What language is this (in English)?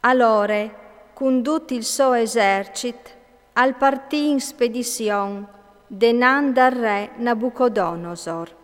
Friulian